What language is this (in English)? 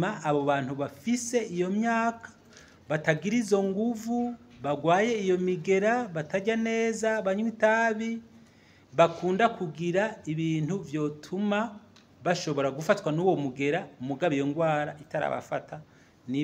Rundi